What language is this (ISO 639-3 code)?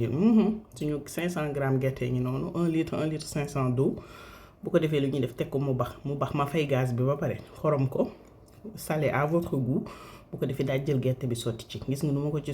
wol